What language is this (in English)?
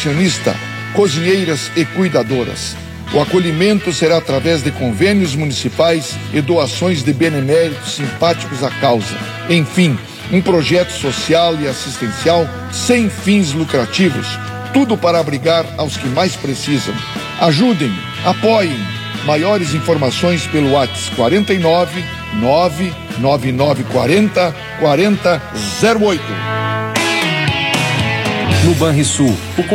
Portuguese